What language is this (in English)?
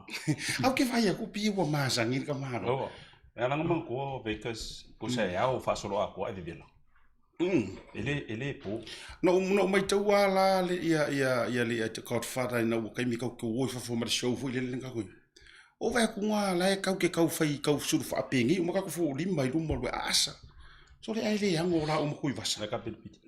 Samoan